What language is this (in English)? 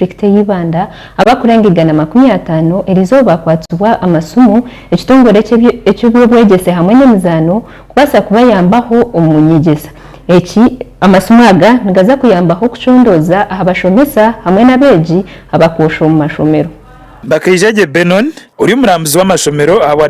Nyankole